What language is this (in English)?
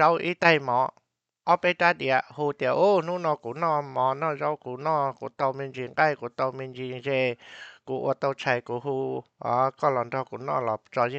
Hmong